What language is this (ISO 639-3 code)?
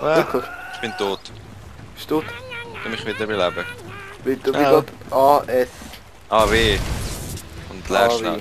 gsw